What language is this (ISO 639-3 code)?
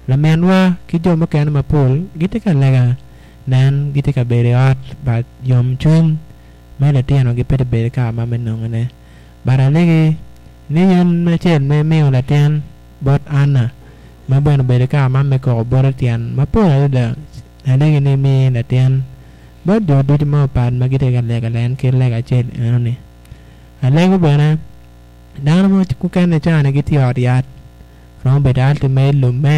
ach